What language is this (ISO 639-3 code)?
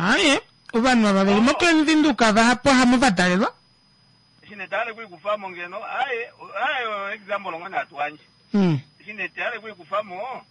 kua